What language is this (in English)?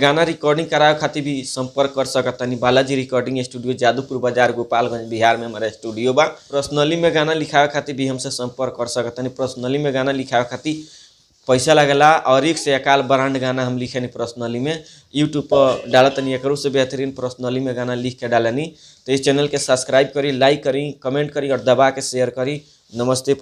Bhojpuri